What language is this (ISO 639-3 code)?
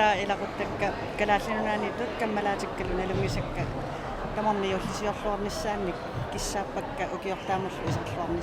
kal